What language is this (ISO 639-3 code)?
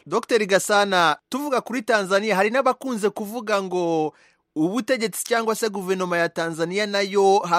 kin